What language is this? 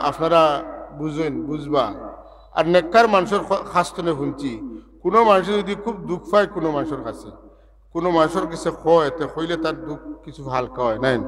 Sylheti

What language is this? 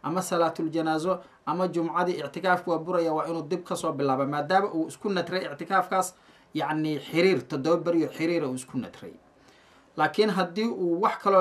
Somali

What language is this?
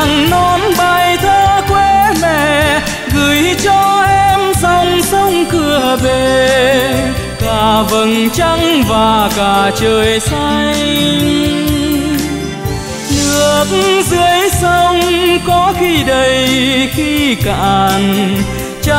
Vietnamese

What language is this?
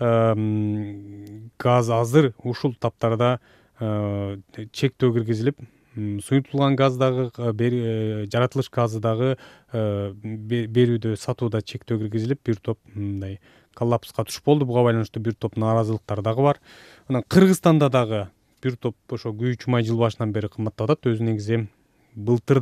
Kyrgyz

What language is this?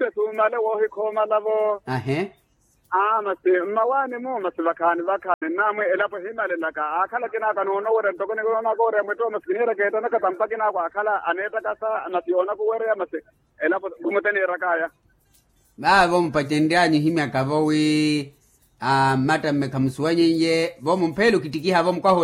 Makhuwa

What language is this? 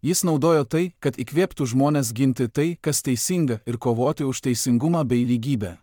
Lithuanian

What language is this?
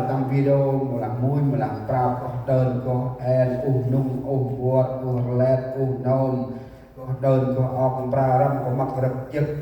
Central Mnong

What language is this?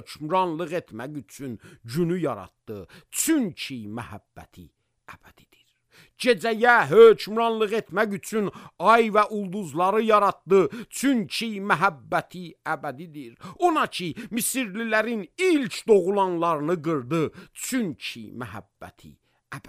Azerbaijani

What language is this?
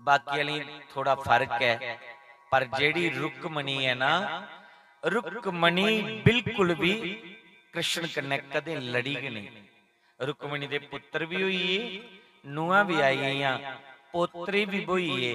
Dogri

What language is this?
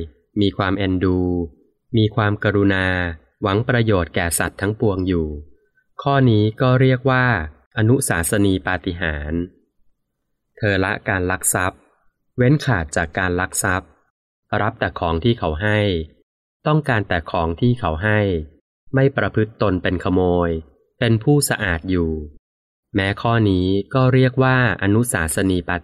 Thai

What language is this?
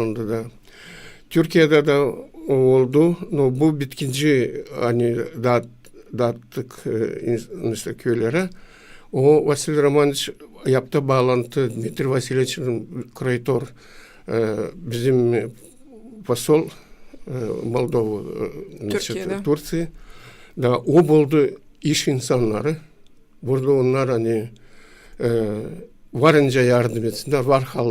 Gagauz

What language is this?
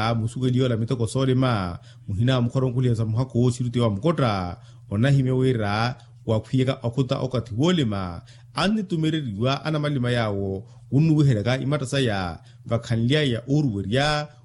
Makhuwa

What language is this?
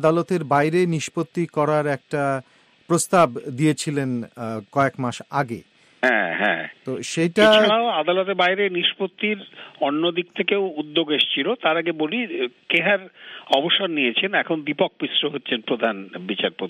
Bangla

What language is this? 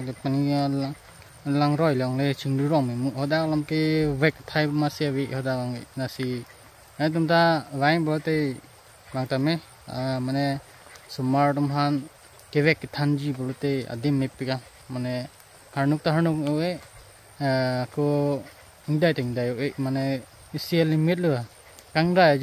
Karbi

